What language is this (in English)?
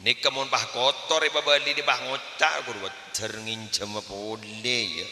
Madurese